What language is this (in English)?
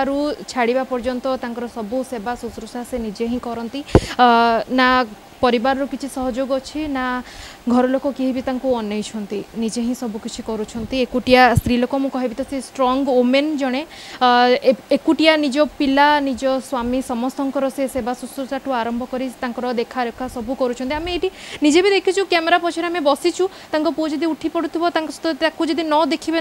Odia